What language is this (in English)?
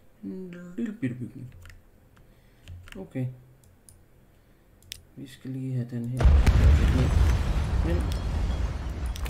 Danish